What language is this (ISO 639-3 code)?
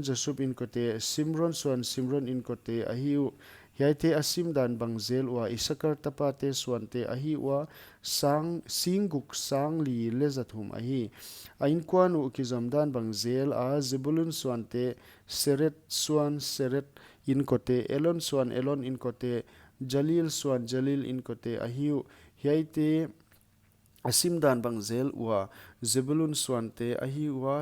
pck